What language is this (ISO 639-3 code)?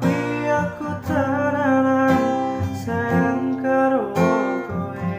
jav